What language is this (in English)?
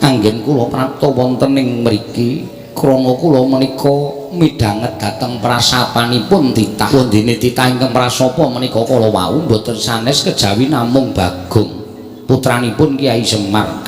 Javanese